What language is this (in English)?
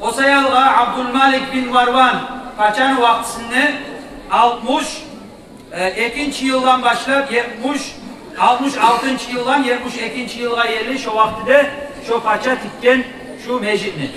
Kumyk